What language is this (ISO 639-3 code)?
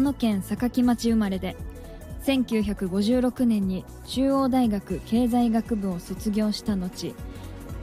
jpn